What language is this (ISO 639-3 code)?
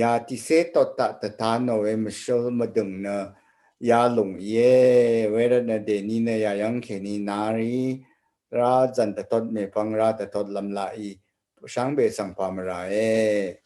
raw